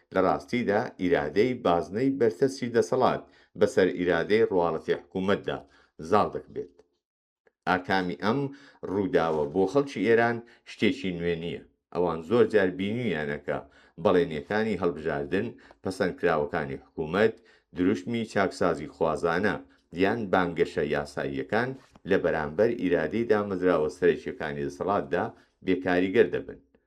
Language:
Central Kurdish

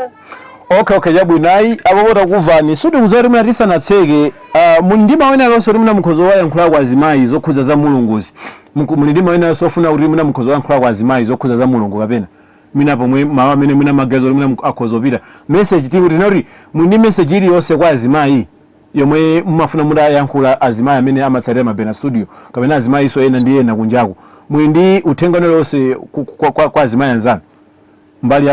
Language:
Nyanja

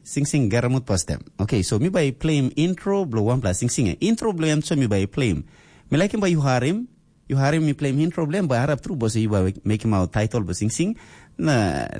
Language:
Tok Pisin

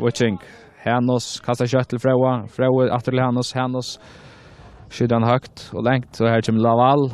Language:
Faroese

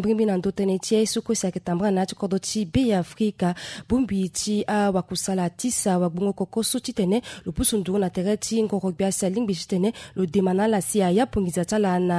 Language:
Sango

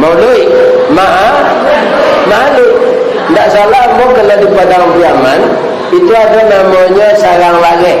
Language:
Minangkabau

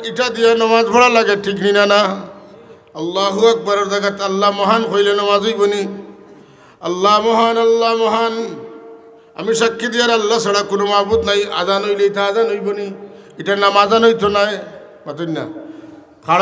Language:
Sylheti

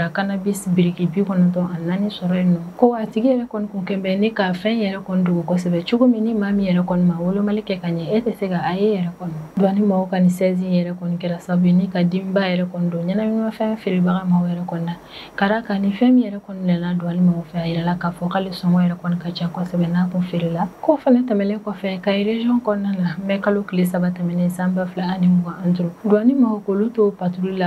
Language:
Bambara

